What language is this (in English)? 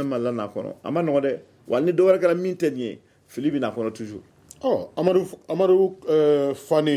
Bambara